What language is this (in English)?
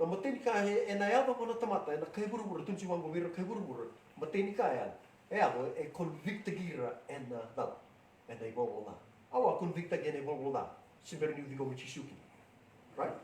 Fijian